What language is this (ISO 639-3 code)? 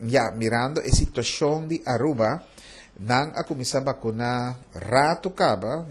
pap